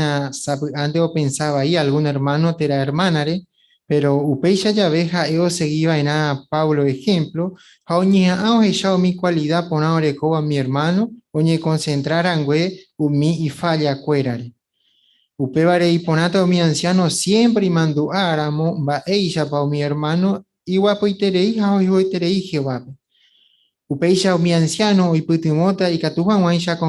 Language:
Guarani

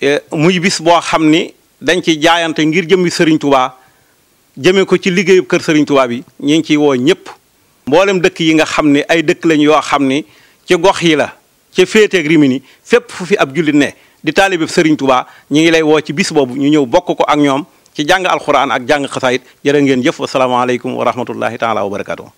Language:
Wolof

